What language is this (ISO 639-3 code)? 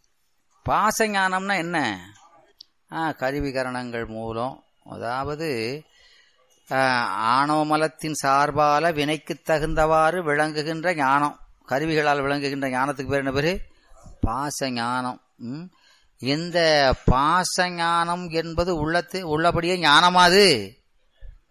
tam